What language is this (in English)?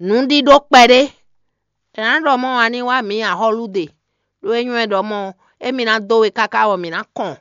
Fon